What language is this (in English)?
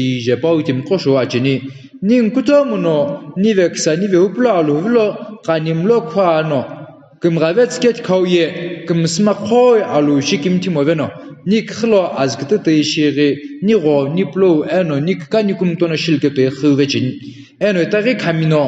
Sumi Naga